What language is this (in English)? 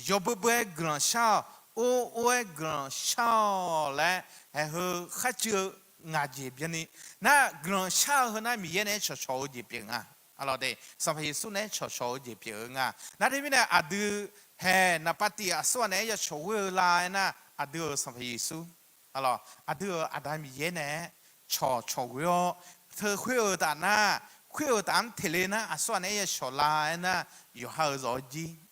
Akha